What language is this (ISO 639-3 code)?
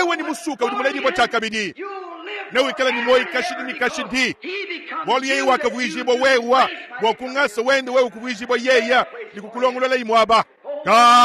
lua